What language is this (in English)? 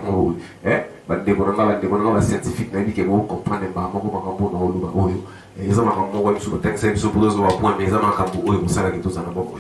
Lingala